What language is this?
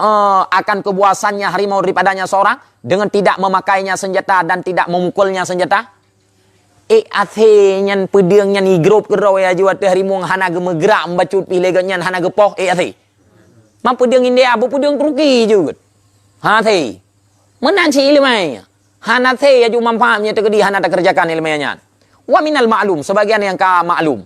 Achinese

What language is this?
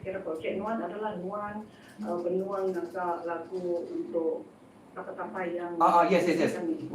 Iban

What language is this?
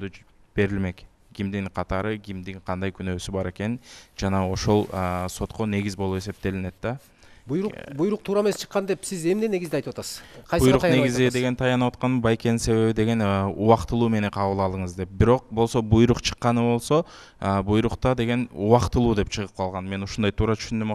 Kyrgyz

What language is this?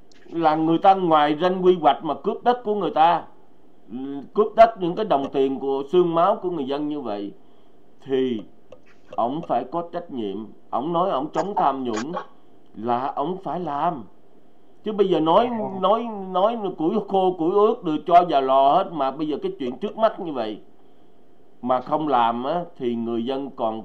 Vietnamese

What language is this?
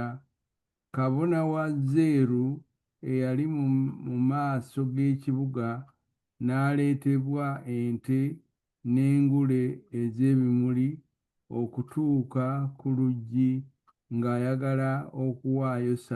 Ganda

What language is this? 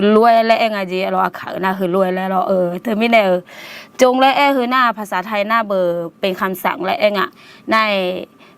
Akha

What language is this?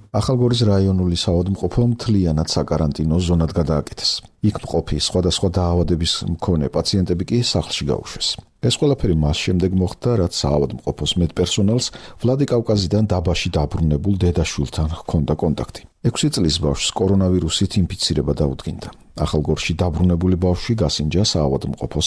Georgian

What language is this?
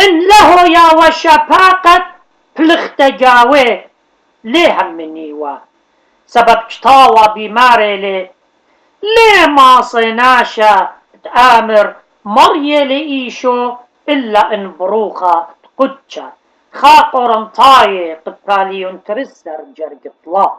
Assyrian Neo-Aramaic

